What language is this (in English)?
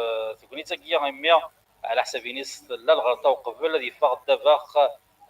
Kabyle